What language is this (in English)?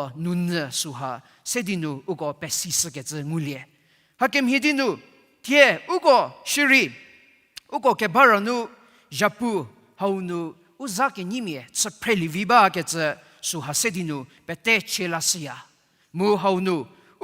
Angami Naga